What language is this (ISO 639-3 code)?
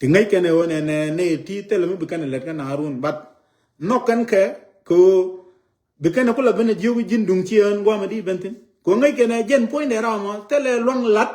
nus